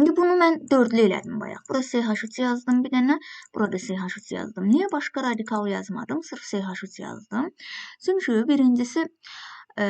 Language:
Azerbaijani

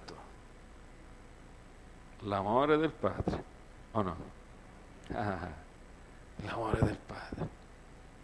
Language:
Italian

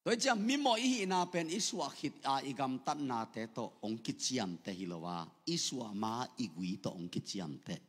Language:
Tedim Chin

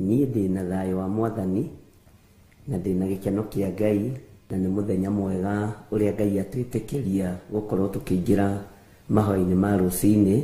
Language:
Kikuyu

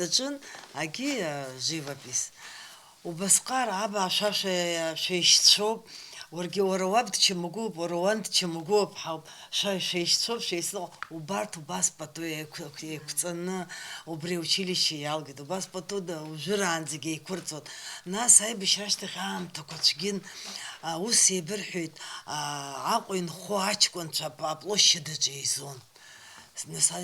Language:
Abkhazian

